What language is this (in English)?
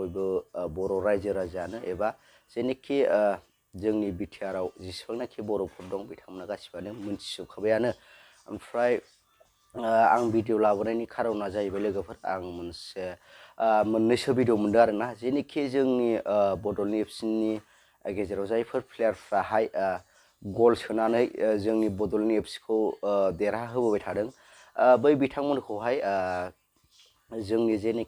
Bodo